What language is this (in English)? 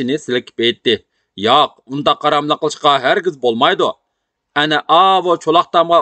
Uyghur